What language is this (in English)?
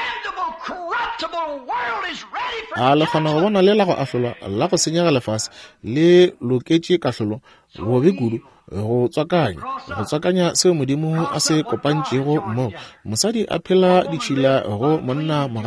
Northern Sotho